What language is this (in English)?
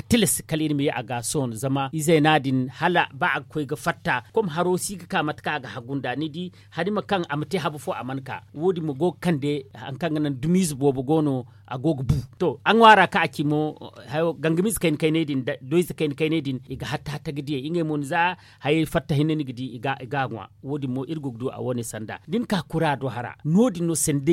Zarma